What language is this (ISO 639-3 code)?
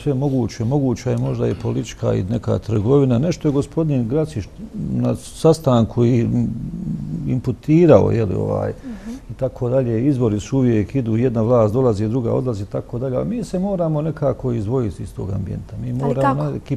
bos